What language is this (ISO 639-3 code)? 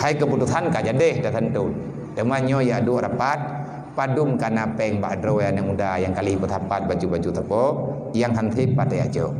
ace